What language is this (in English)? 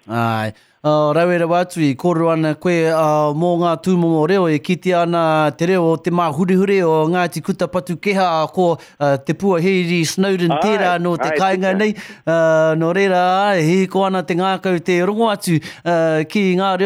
Māori